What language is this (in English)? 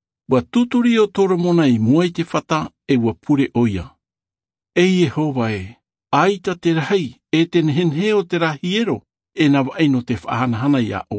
Tahitian